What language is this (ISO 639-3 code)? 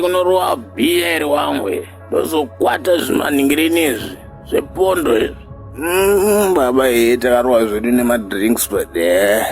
sna